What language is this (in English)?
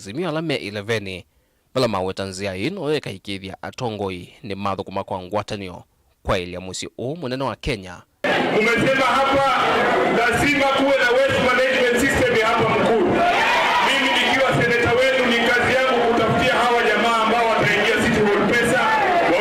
Kamba